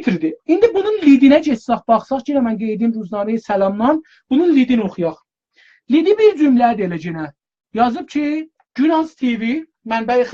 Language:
South Azerbaijani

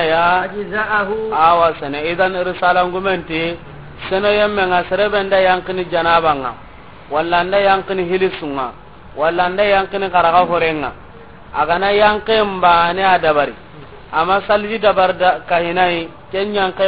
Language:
Soninke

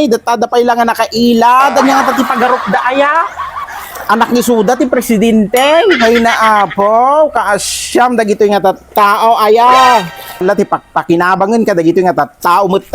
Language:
Iloko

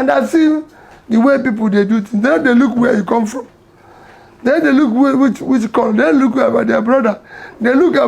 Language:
Nigerian Pidgin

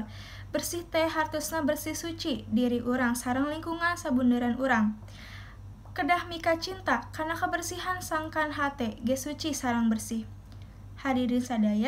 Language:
Sundanese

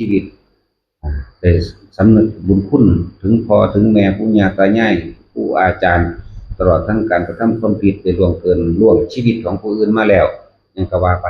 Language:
Northeastern Thai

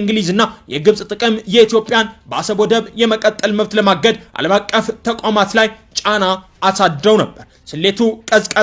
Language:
Amharic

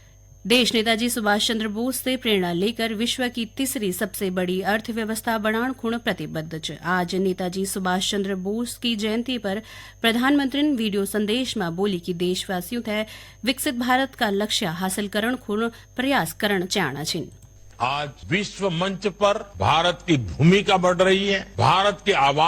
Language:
Garhwali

